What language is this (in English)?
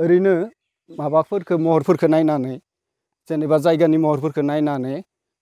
Bodo